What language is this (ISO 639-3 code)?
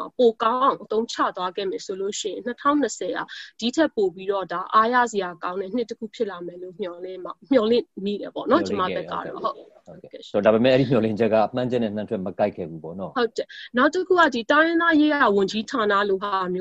mya